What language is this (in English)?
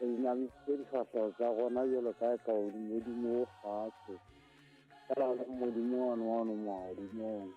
Southern Sotho